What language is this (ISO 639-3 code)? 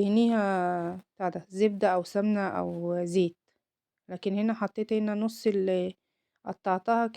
arz